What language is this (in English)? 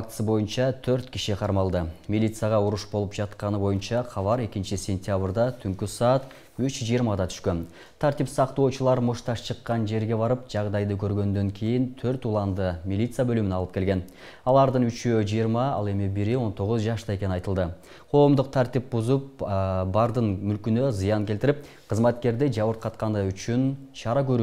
Kyrgyz